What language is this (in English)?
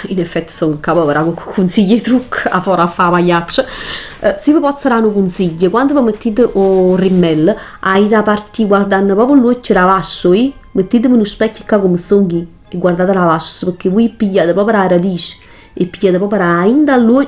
Neapolitan